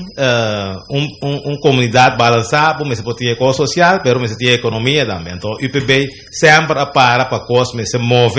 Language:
Papiamento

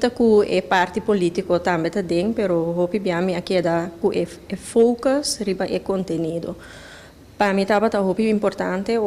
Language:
Papiamento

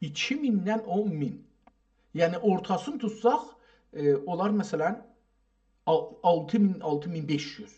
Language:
South Azerbaijani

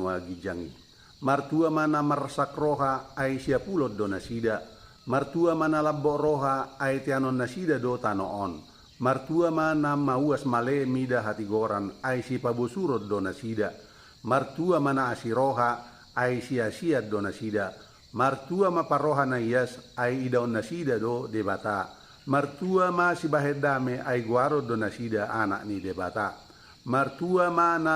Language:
Batak Toba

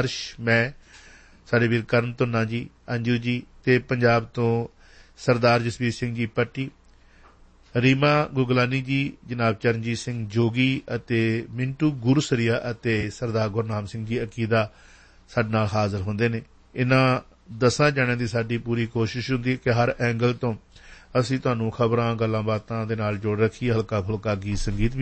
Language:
Punjabi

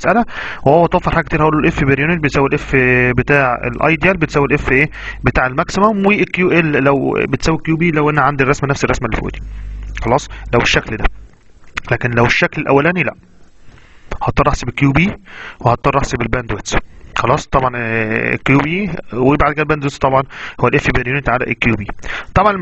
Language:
Egyptian Arabic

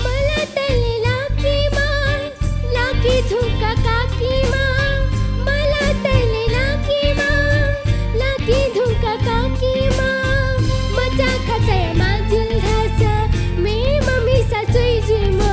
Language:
Newari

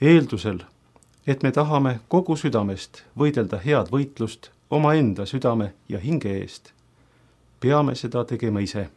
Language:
Estonian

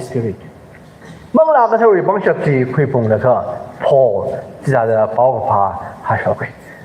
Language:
Tangkhul Naga (India)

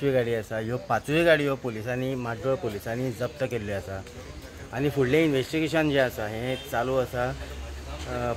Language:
Konkani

